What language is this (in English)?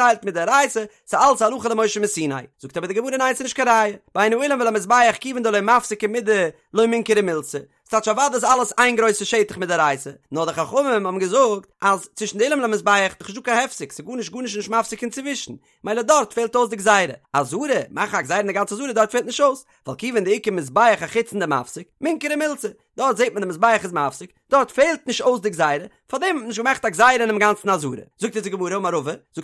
Yiddish